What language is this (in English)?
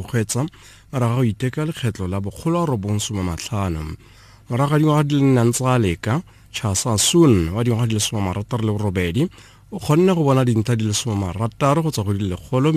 Tswana